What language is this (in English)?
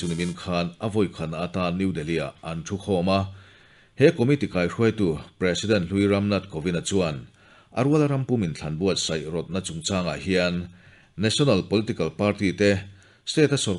Mizo